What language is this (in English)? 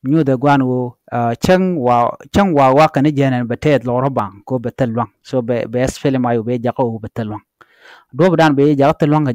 Nuer